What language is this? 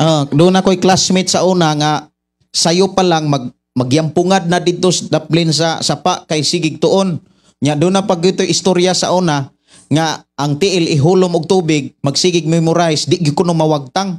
Cebuano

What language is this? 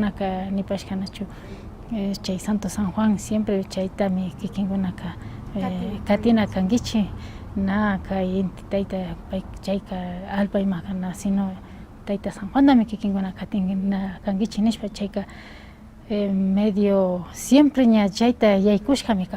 Imbabura Highland Quichua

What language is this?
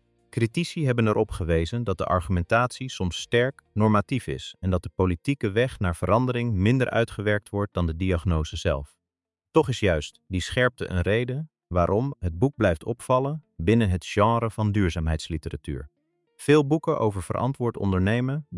Dutch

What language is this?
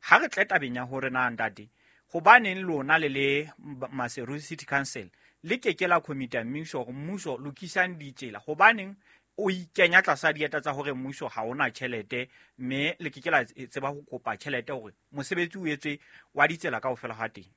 Southern Sotho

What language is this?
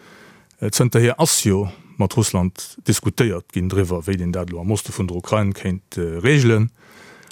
Luxembourgish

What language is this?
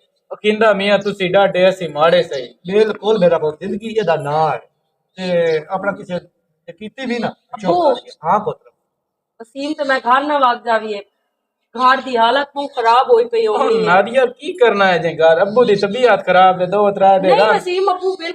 Western Panjabi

